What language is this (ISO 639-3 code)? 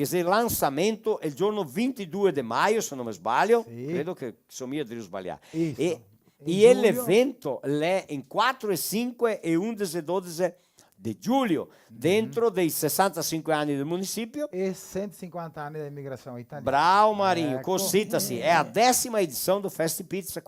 vec